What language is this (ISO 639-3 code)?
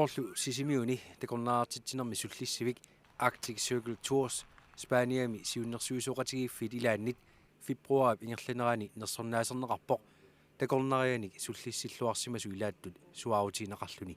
kal